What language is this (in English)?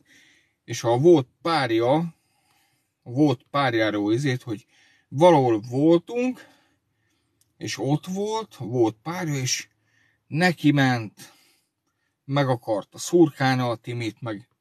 Hungarian